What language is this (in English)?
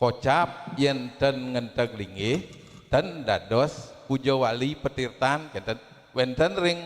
Balinese